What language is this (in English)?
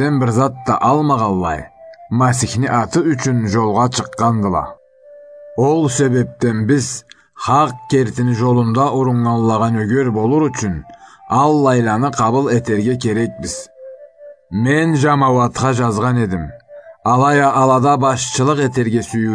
Karachay-Balkar